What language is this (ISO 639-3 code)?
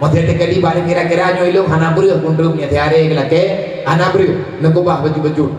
ace